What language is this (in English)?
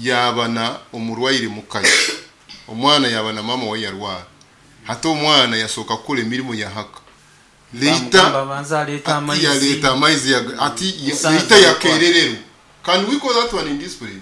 Nyoro